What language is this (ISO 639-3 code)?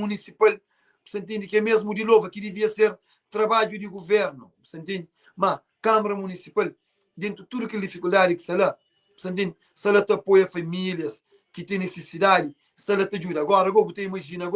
kea